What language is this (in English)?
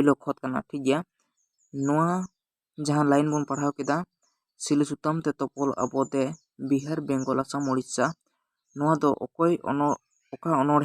Santali